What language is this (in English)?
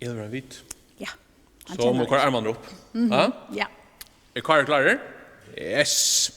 Faroese